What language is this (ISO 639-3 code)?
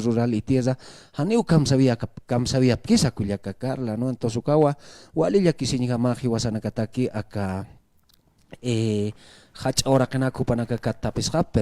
aym